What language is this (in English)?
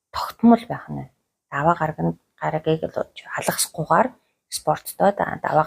Mongolian